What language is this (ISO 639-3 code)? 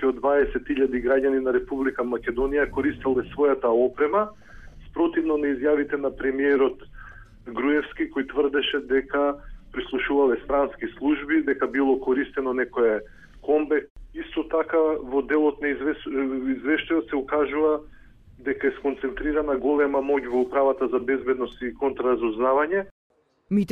mkd